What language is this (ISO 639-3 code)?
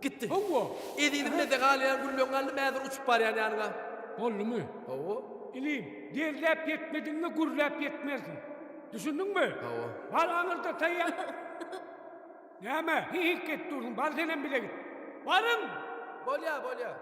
tuk